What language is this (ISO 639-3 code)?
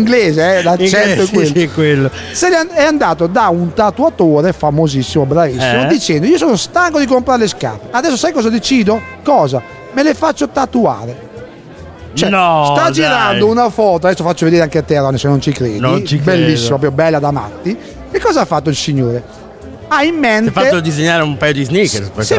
ita